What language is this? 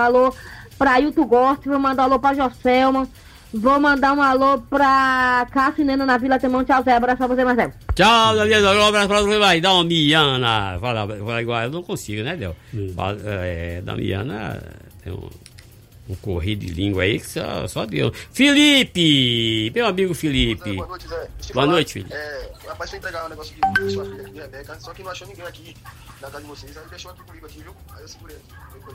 Portuguese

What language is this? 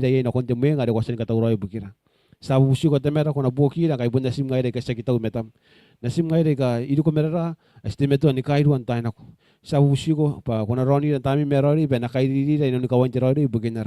Gilbertese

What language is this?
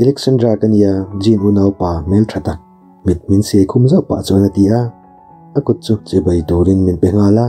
Mizo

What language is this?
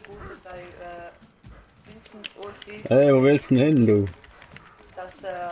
Swiss German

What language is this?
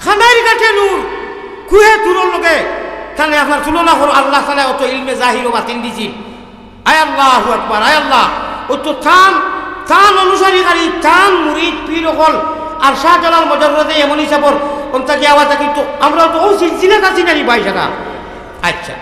Sylheti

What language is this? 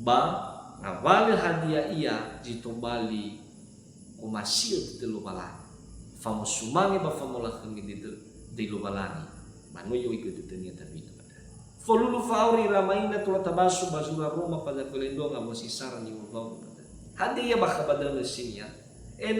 Nias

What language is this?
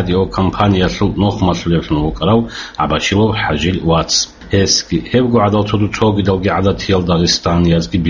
Avaric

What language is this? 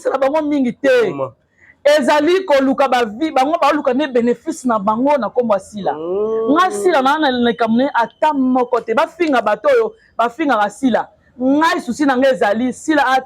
Lingala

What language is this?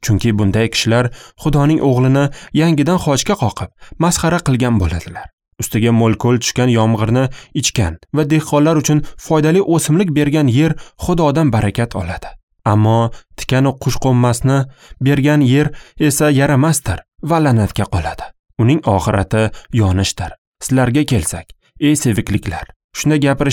Uzbek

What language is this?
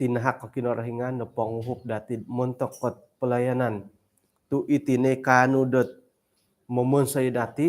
Central Dusun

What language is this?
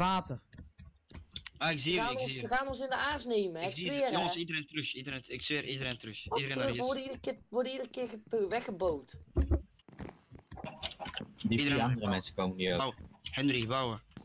Dutch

